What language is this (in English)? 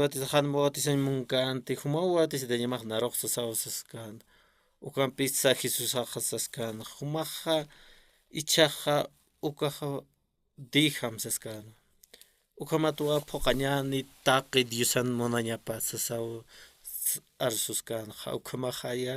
Aymara